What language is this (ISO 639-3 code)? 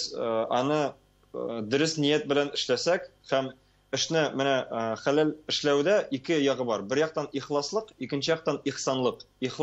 tat